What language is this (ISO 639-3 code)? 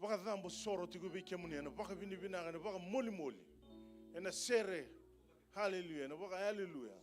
fij